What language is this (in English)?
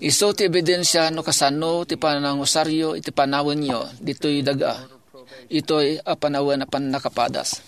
Iloko